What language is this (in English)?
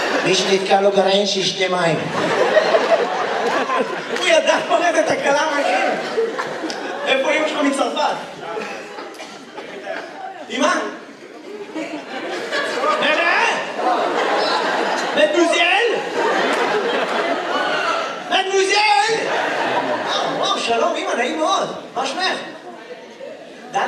Hebrew